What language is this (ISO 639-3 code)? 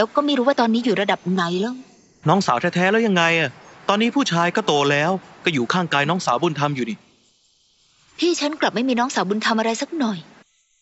tha